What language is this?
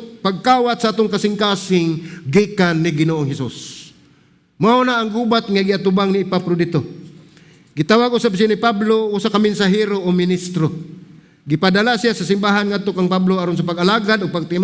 Cebuano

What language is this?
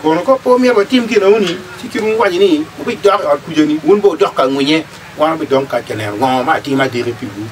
Acoli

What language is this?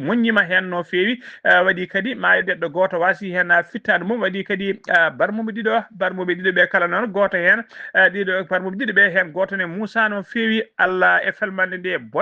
Fula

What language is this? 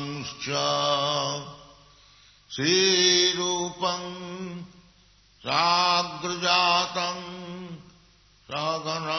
Italian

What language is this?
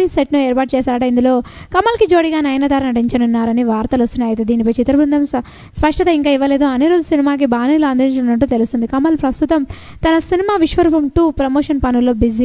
Telugu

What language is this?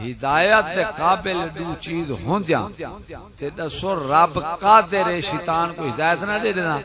Saraiki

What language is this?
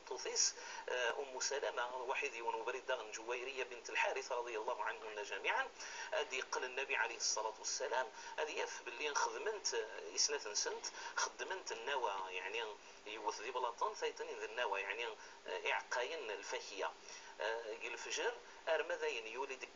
Kabyle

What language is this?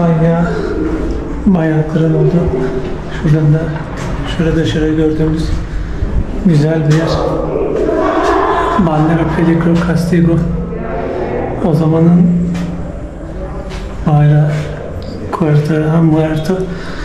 Turkish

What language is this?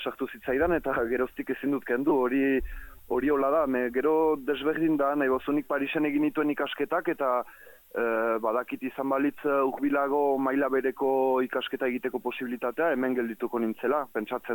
Basque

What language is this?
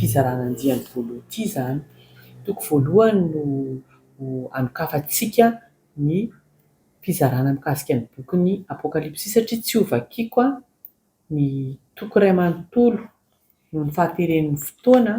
Malagasy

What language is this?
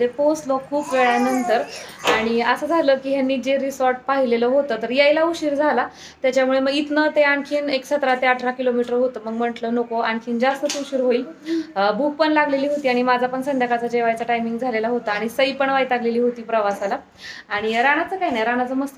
Marathi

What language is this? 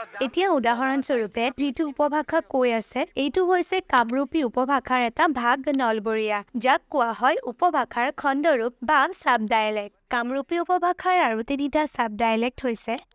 Assamese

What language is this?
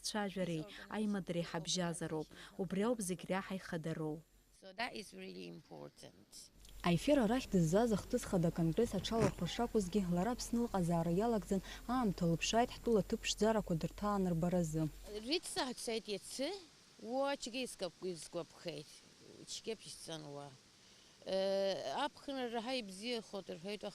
Abkhazian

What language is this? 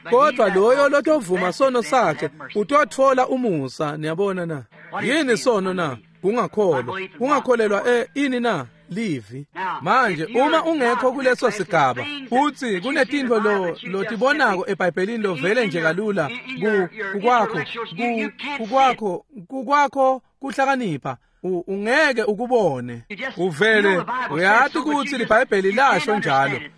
Swati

